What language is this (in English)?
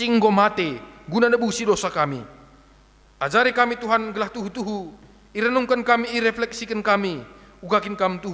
Batak Karo